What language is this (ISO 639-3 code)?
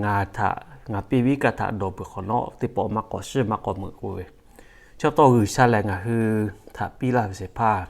lhu